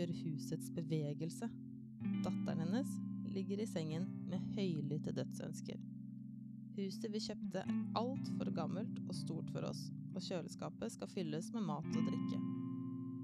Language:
Norwegian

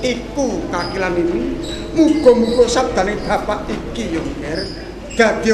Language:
Javanese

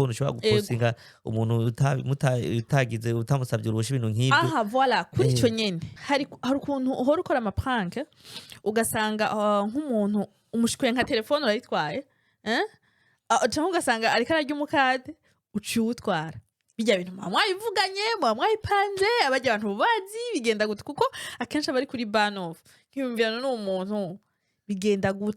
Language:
Rundi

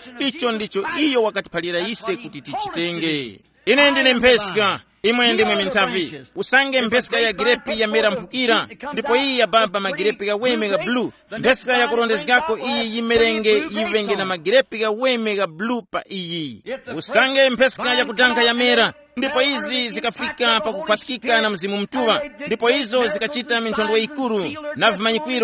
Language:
Tumbuka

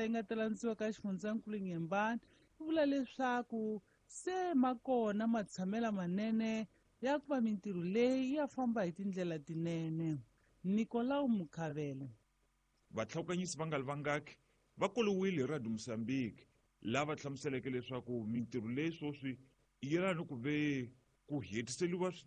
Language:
Tsonga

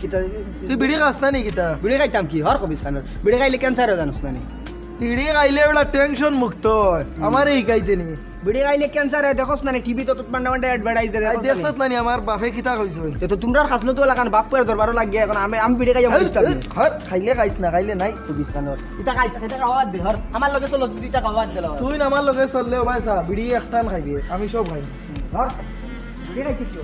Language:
Sylheti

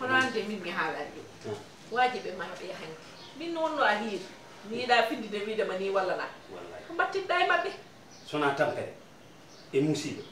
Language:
Fula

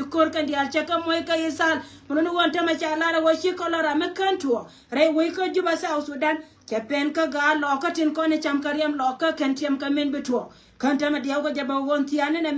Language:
Nuer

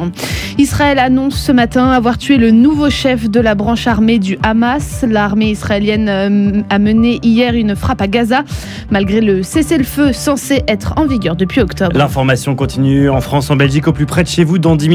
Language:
French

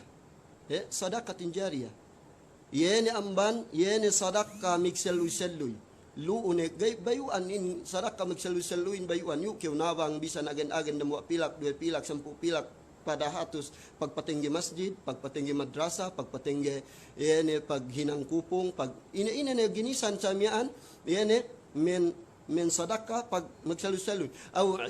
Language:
Yakan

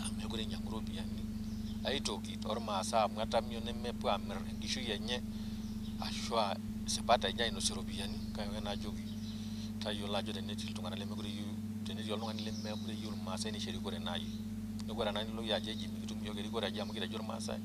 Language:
Masai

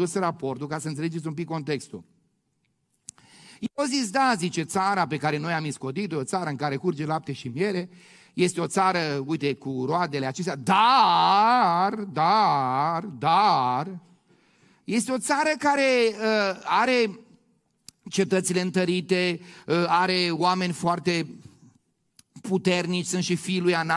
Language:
Romanian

